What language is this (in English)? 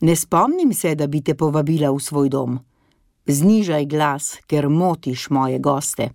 Slovenian